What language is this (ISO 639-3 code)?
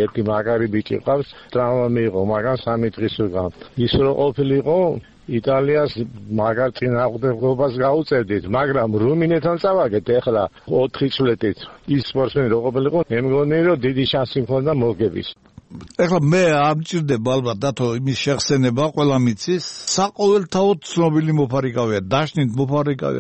kat